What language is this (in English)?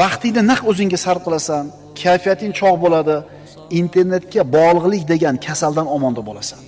Uzbek